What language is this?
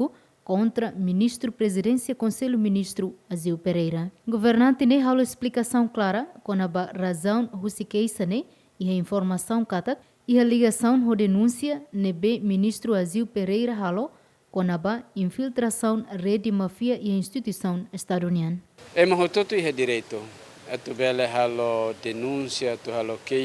Tetum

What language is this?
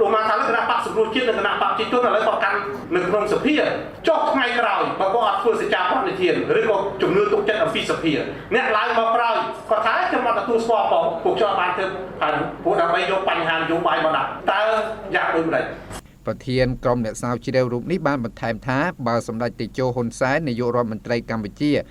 Khmer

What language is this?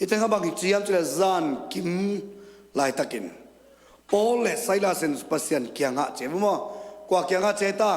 Tedim Chin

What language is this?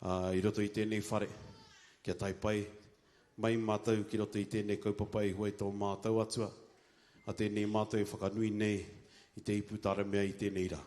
Māori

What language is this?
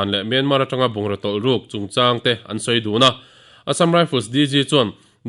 Mizo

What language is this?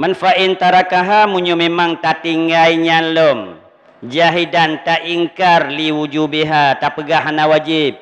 Achinese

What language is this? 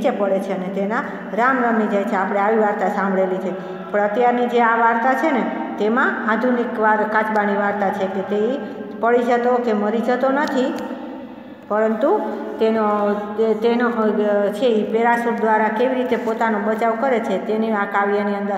Gujarati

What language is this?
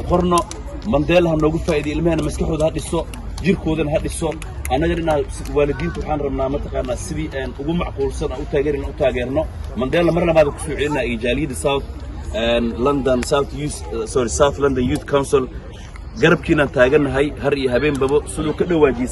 Somali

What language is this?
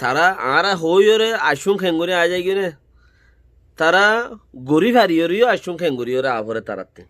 Rohingya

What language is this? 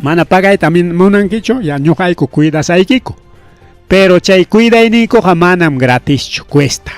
Ayacucho Quechua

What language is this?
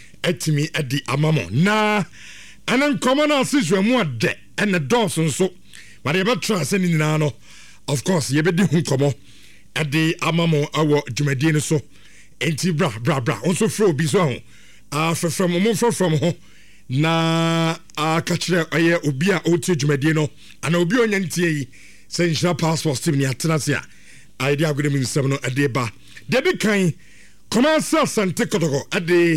Akan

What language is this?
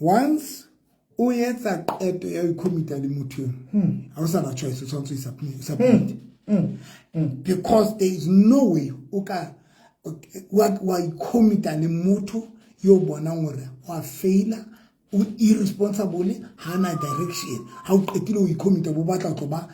Southern Sotho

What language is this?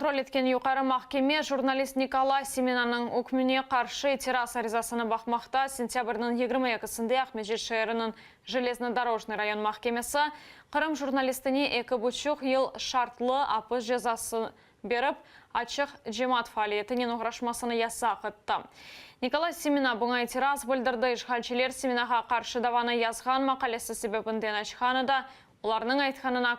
Crimean Tatar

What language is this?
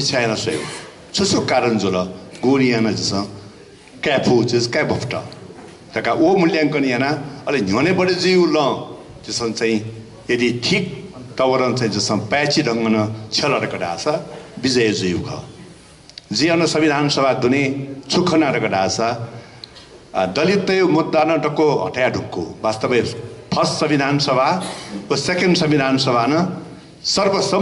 Newari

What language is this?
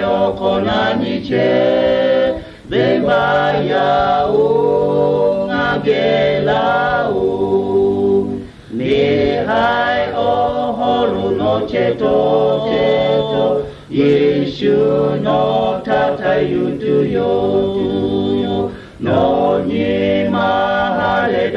Lahu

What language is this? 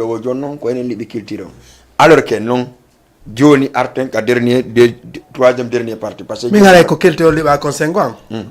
Fula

